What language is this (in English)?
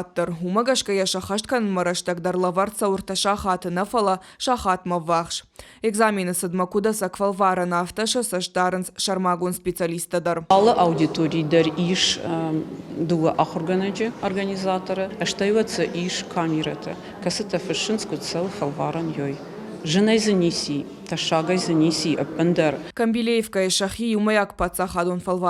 Ossetic